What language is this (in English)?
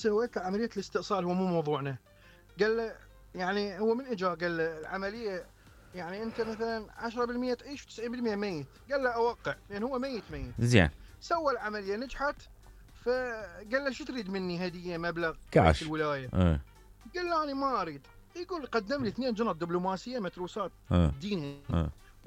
Mesopotamian Arabic